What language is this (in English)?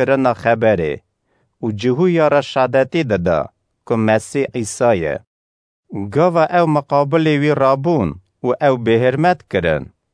Kurdish